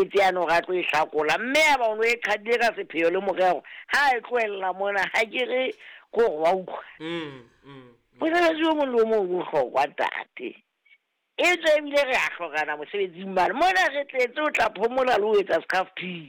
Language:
Southern Sotho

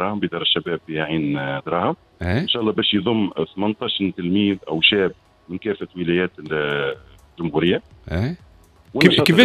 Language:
Tunisian Arabic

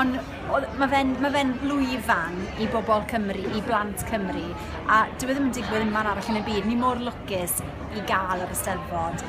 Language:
Welsh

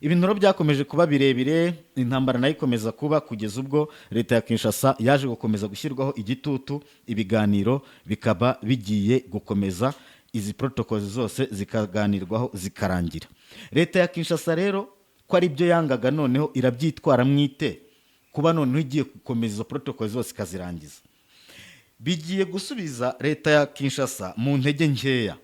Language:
Kinyarwanda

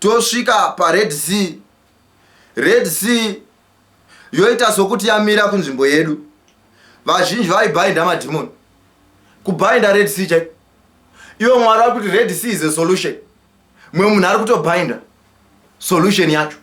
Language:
Shona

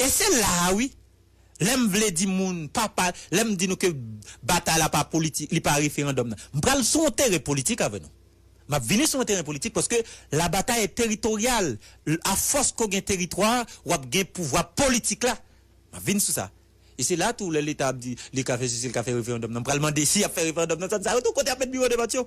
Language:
Haitian Creole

